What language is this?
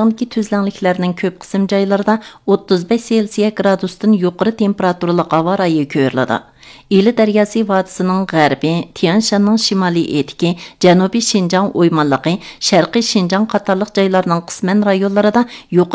Uyghur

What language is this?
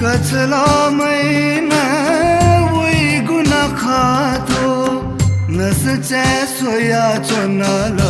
Newari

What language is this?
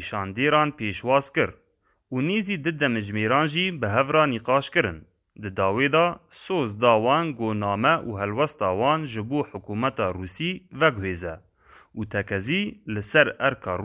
Kurdish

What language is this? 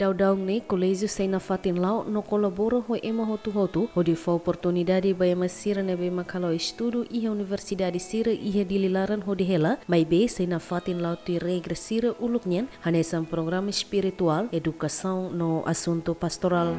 Tetum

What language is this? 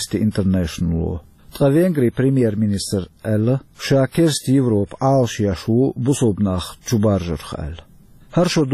Chechen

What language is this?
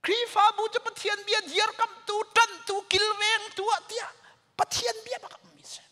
Hakha Chin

